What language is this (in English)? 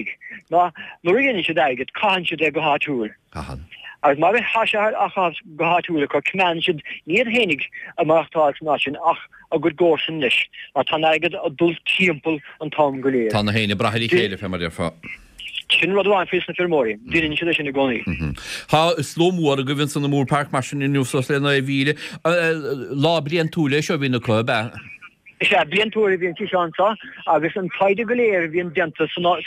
Irish